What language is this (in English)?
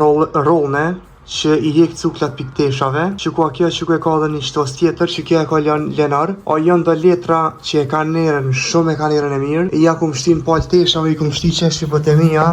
Albanian